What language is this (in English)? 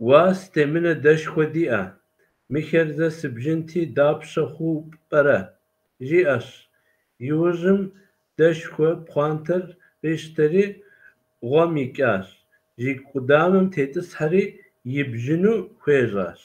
Kabardian